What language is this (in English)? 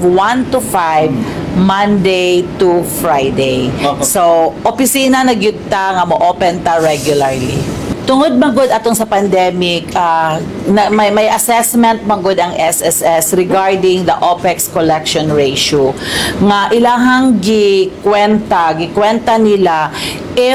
Cebuano